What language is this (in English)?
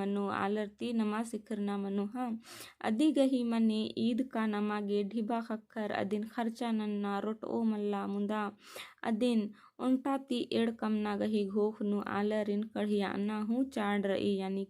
Kurukh